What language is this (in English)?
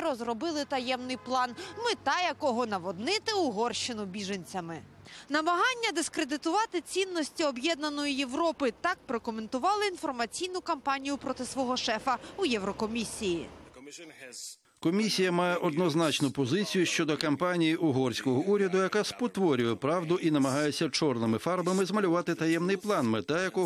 Ukrainian